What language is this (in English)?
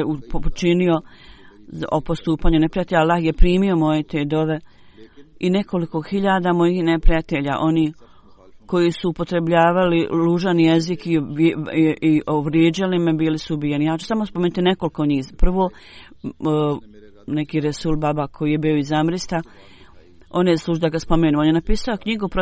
Bosnian